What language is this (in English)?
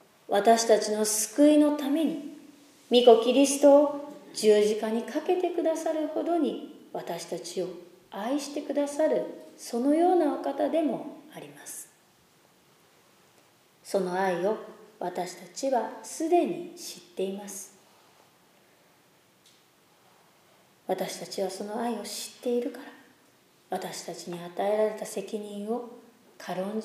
Japanese